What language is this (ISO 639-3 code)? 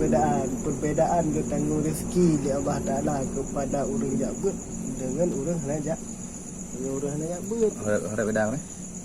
ace